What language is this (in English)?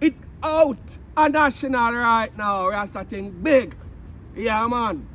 Jamaican Creole English